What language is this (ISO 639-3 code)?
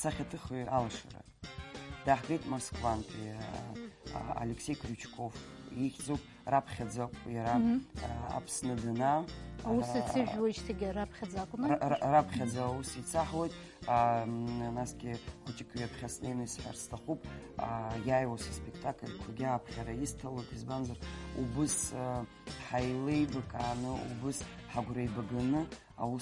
abk